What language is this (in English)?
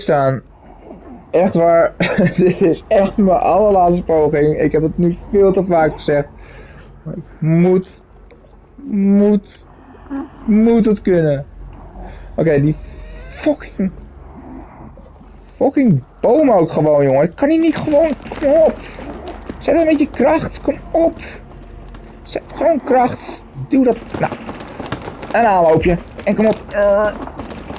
Dutch